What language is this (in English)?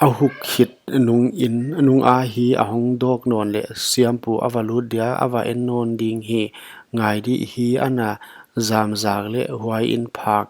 Paite Chin